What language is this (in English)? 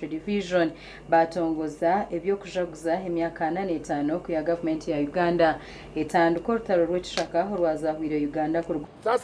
Nyankole